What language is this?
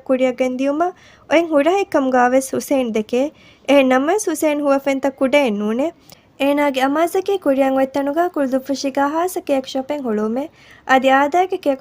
Divehi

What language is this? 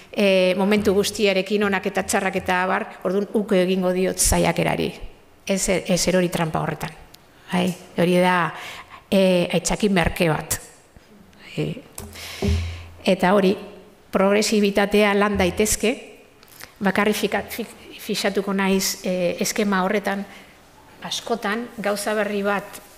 Basque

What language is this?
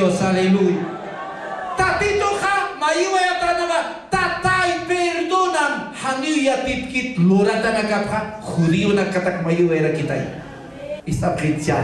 Aymara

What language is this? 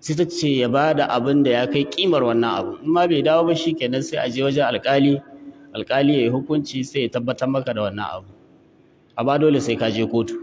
Hausa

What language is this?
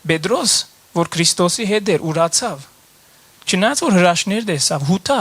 Western Armenian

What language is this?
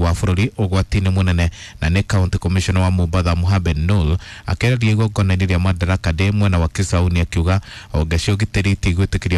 Kikuyu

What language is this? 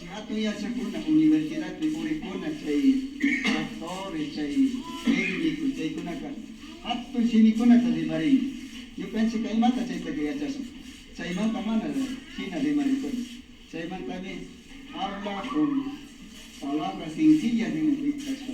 Imbabura Highland Quichua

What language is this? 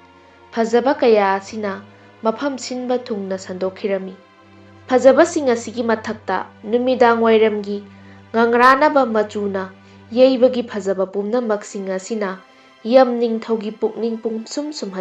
Manipuri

